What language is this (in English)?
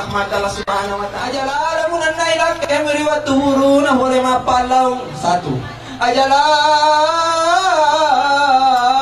Buginese